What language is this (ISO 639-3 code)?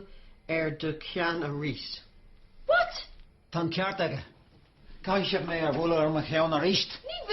gle